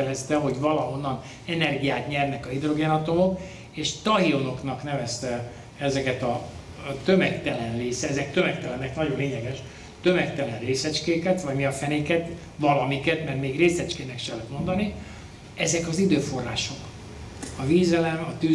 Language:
Hungarian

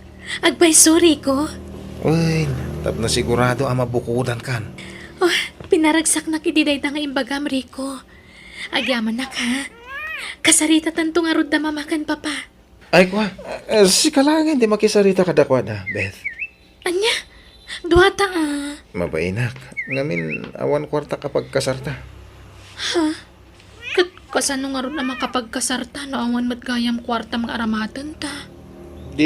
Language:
Iloko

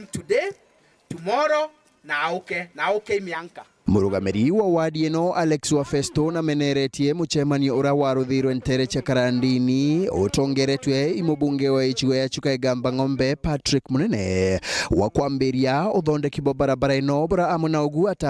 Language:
Meru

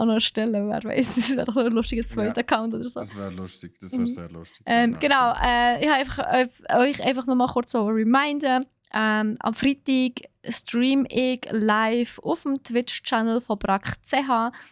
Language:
Swiss German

